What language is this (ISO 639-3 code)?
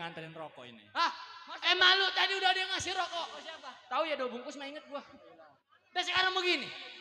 bew